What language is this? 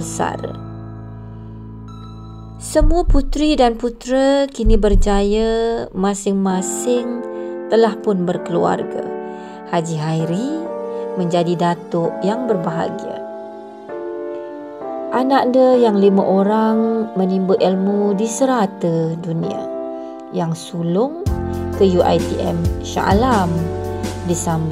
Malay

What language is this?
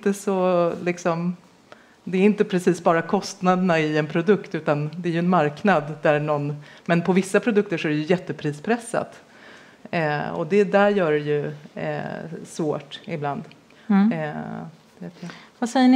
Swedish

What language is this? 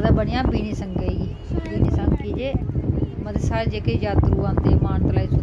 Dogri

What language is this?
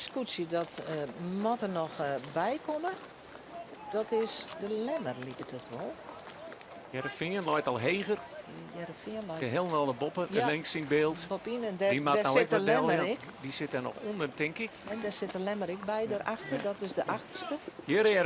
Western Frisian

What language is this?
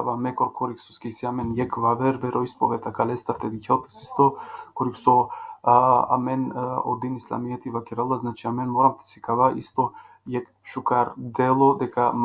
Balkan Romani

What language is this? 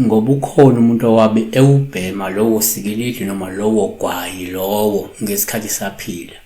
Zulu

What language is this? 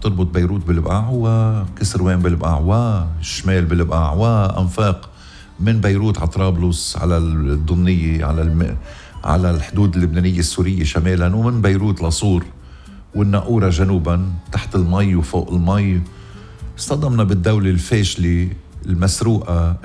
North Levantine Arabic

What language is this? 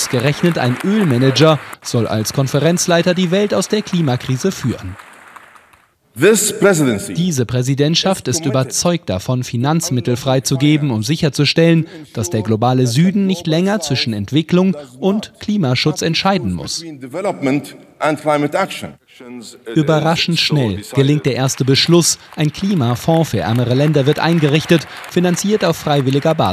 German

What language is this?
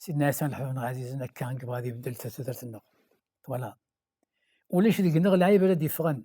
Kabyle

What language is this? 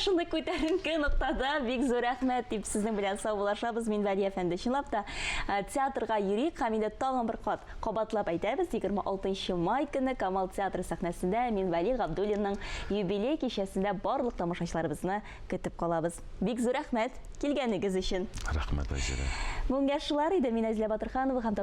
Tatar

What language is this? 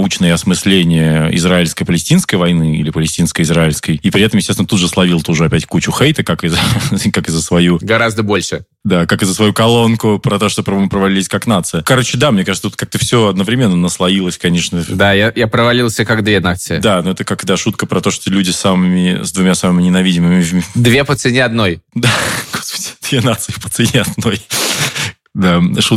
Russian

